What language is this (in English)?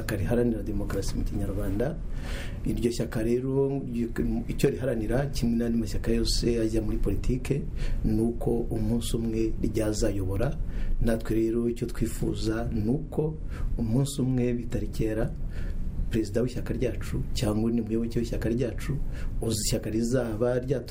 Kinyarwanda